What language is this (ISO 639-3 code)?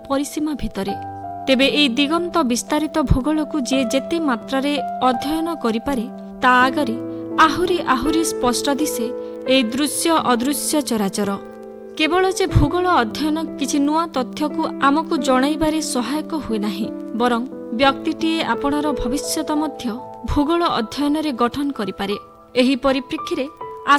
ori